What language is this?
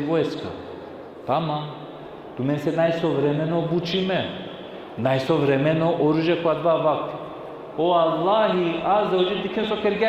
Balkan Romani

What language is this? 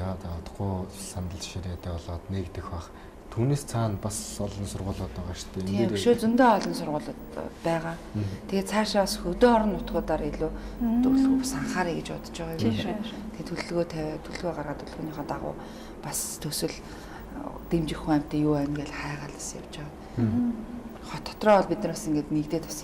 Mongolian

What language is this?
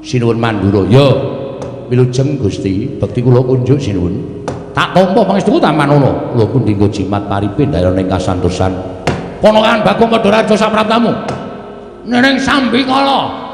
Javanese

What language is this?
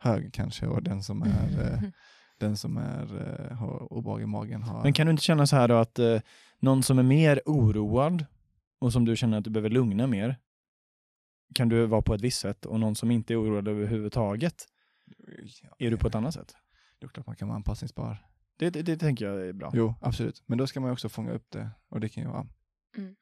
Swedish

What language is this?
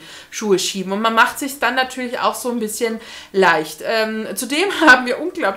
German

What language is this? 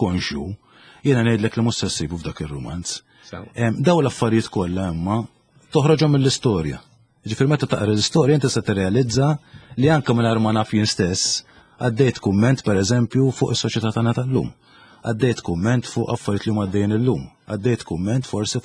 Maltese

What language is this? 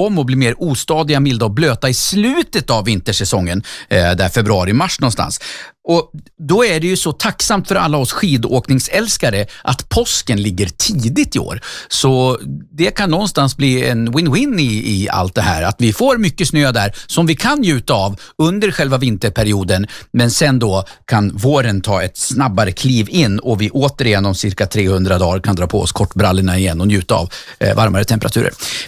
Swedish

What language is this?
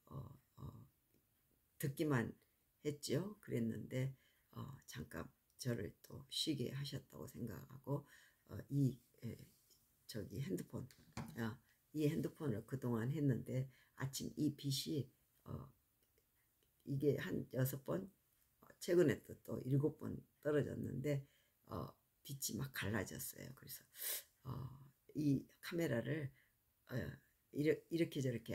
Korean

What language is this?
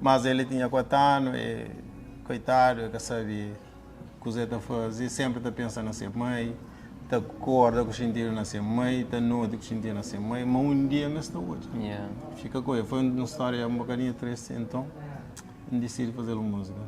Kabuverdianu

